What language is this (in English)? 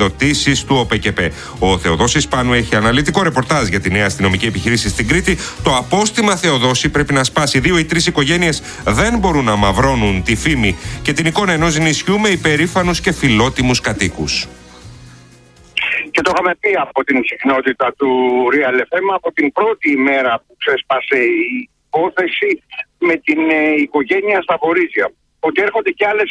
Greek